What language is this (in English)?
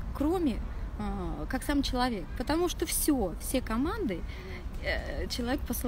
Russian